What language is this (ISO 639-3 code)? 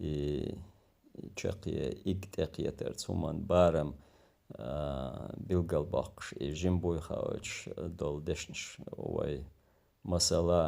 che